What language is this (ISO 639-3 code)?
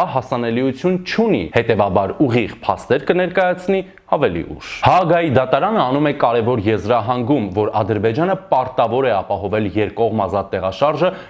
hye